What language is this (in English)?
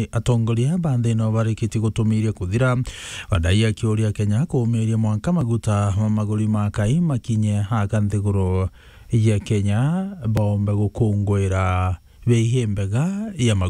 Meru